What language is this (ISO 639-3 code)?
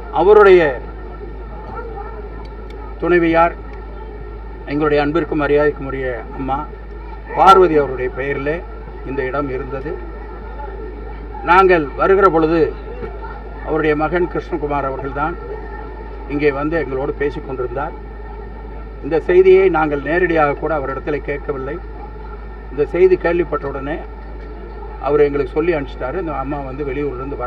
tam